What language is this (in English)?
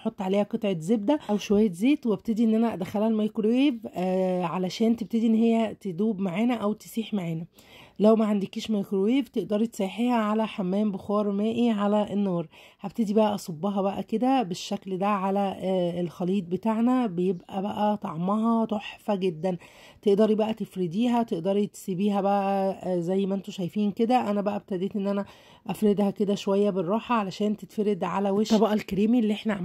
Egyptian Arabic